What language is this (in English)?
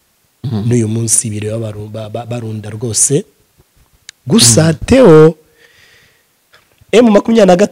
Kinyarwanda